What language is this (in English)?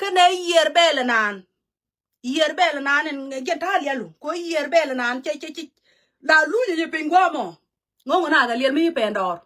Nuer